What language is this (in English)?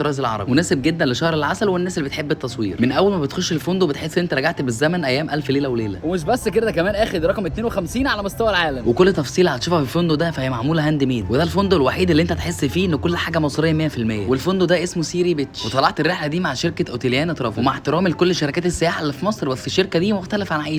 Egyptian Arabic